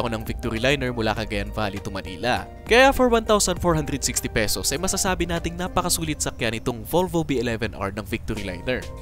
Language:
Filipino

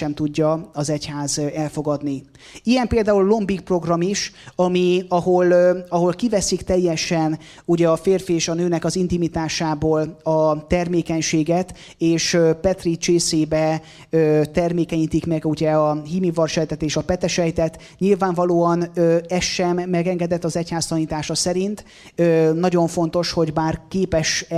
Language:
Hungarian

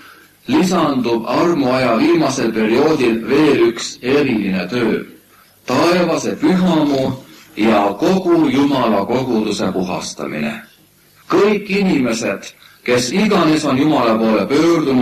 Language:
Estonian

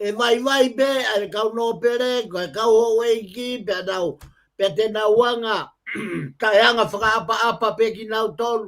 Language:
Tongan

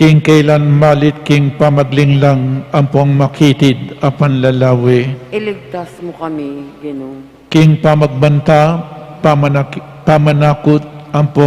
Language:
Pampanga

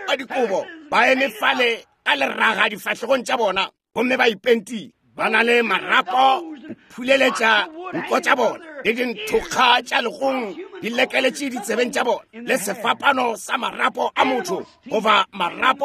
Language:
Northern Sotho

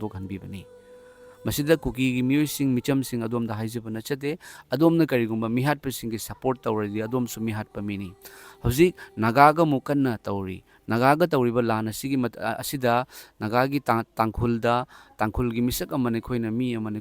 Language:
Manipuri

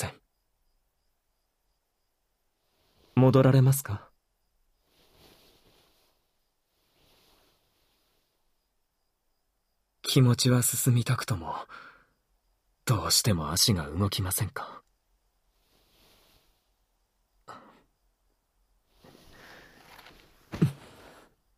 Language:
Japanese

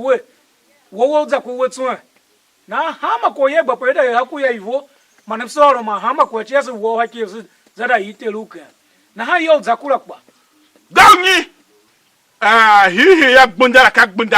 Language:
Tiv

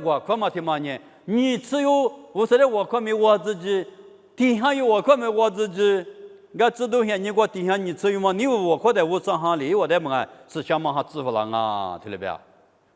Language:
Lisu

